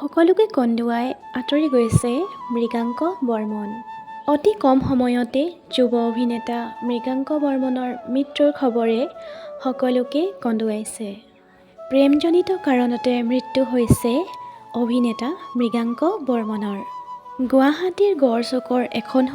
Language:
Assamese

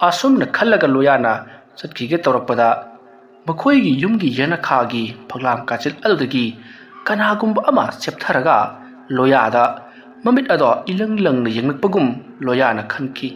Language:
Manipuri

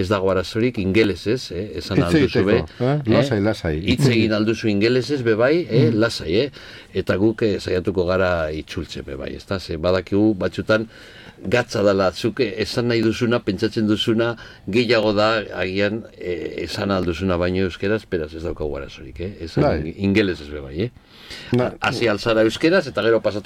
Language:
Basque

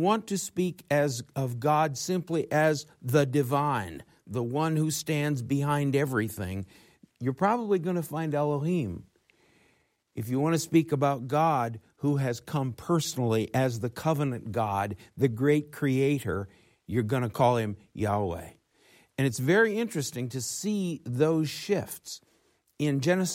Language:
English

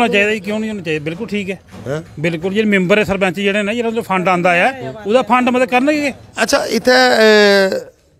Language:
Dogri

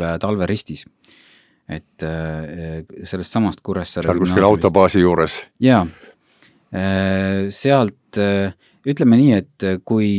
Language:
Estonian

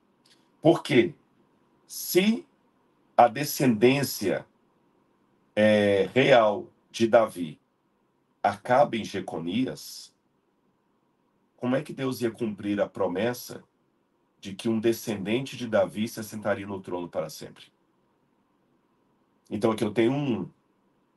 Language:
Portuguese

